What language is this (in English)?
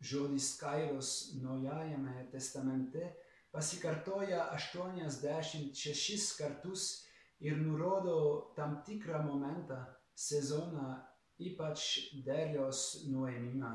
Lithuanian